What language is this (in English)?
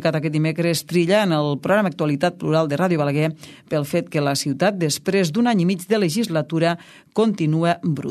Catalan